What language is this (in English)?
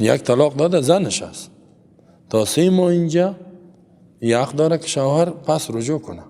Persian